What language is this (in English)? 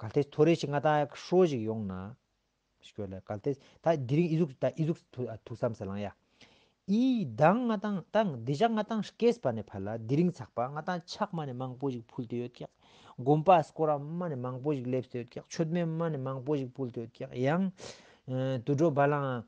Tibetan